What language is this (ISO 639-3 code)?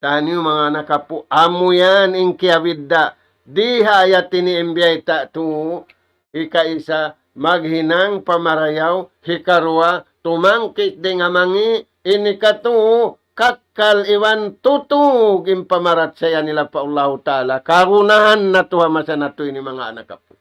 tsg